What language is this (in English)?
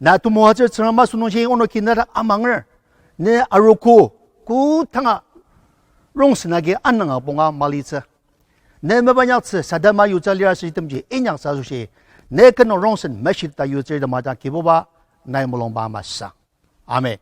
Ao Naga